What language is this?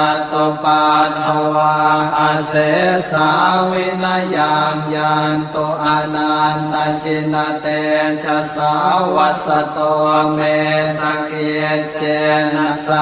Pali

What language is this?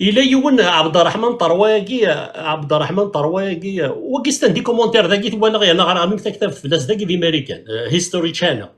Kabyle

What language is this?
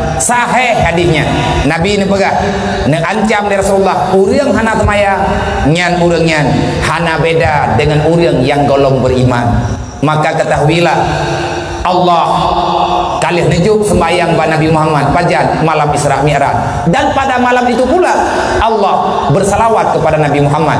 Achinese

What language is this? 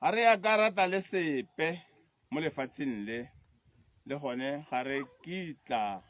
Tswana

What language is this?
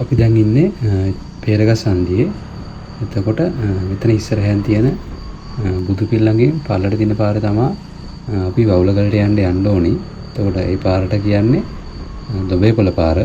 Sinhala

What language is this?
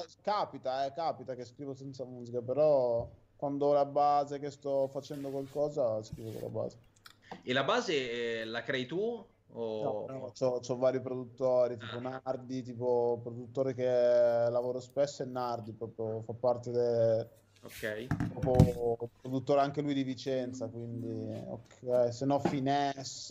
Italian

